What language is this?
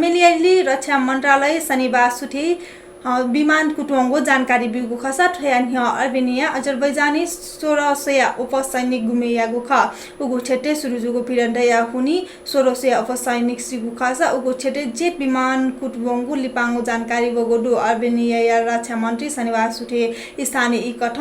Newari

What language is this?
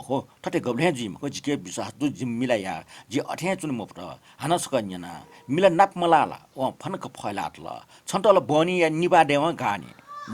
Newari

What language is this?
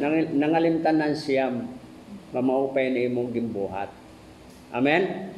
Waray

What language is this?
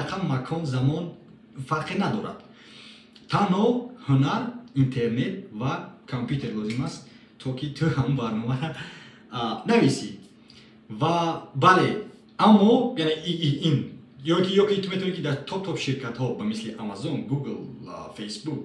Tajik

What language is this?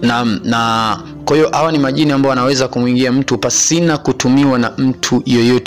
Swahili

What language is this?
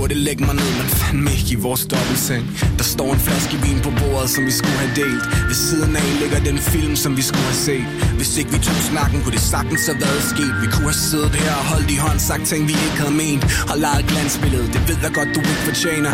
Danish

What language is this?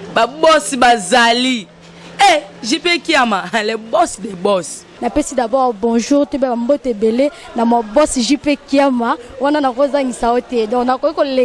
Lingala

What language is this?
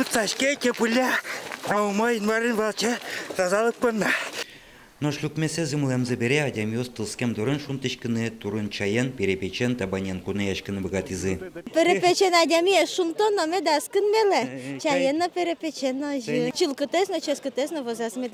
Udmurt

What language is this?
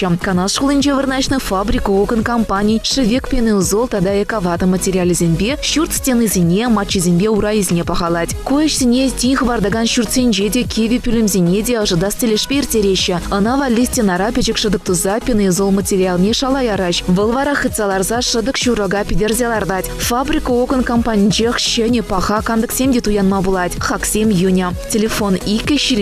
Chuvash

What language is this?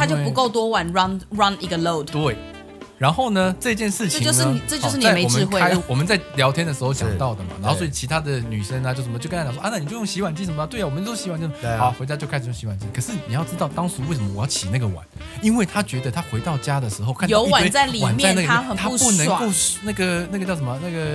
Chinese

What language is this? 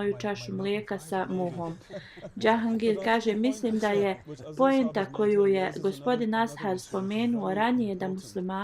Bosnian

